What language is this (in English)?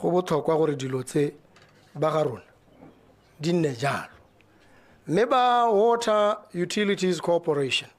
Tswana